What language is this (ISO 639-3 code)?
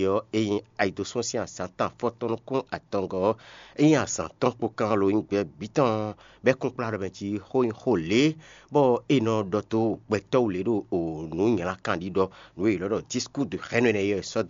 fon